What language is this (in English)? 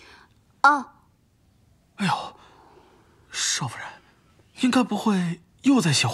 Chinese